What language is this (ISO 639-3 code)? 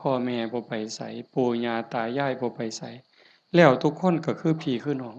tts